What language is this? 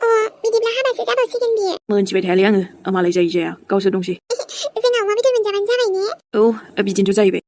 Bodo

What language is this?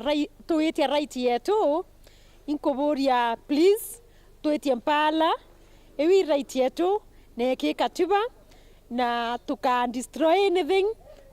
Meru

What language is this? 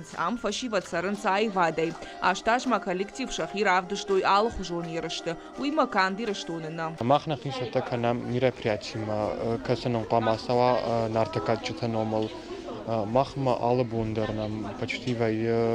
Ossetic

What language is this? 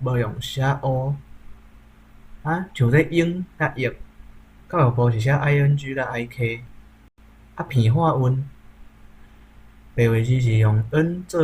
Min Nan Chinese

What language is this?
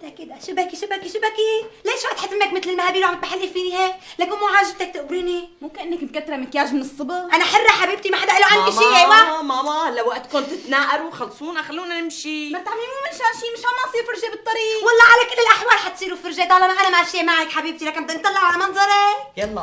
North Levantine Arabic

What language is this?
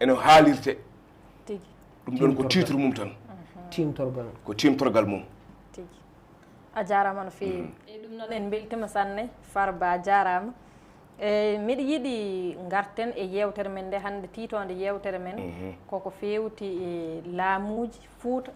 Fula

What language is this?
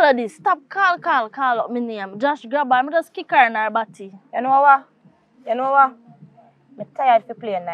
Jamaican Creole English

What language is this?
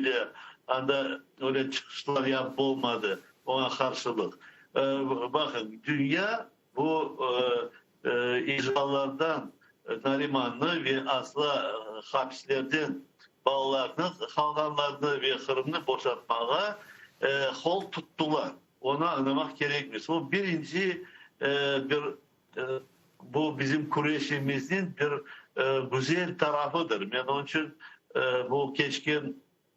Crimean Tatar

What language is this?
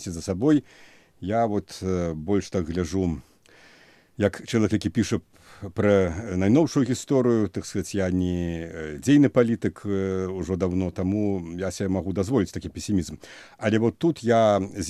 Belarusian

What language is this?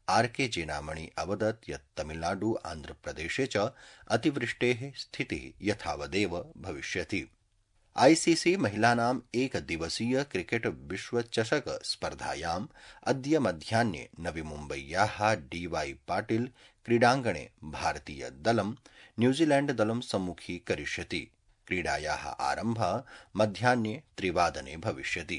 Sanskrit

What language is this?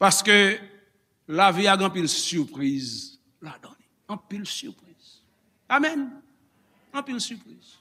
Haitian Creole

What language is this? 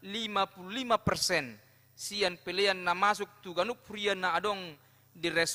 Batak Toba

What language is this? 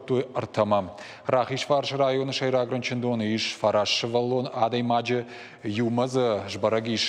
Ossetic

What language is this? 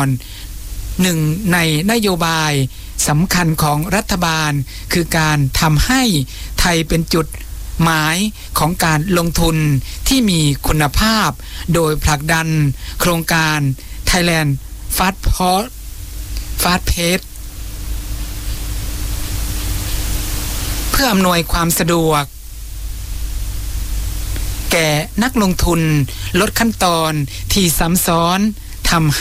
Thai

